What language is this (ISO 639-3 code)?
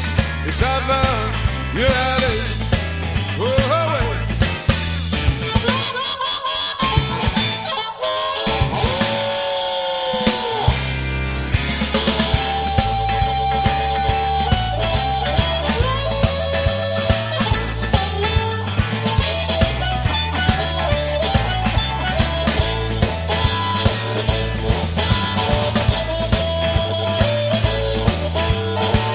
fra